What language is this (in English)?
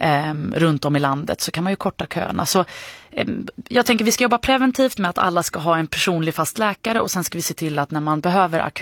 Swedish